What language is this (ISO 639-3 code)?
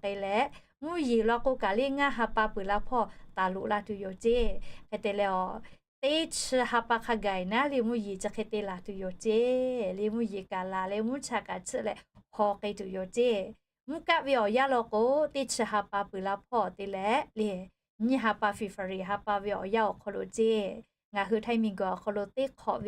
lhu